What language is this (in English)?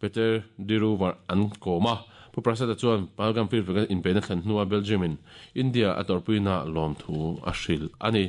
Mizo